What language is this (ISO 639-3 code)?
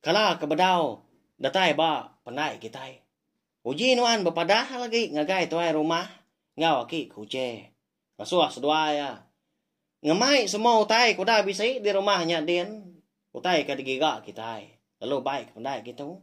iba